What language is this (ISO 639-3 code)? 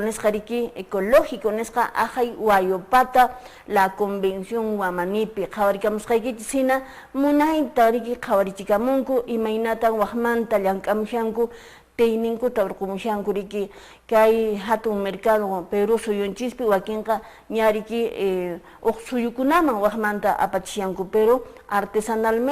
que